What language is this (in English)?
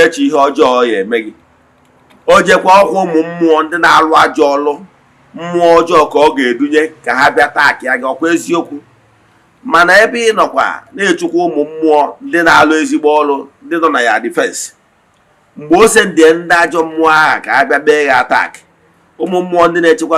Igbo